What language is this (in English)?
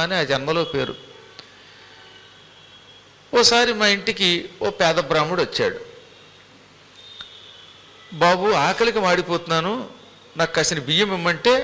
Telugu